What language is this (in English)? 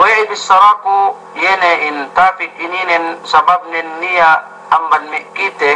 Yakan